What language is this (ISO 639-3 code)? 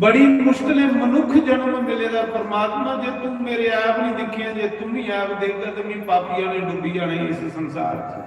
doi